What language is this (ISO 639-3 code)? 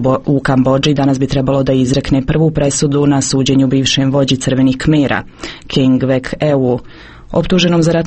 srp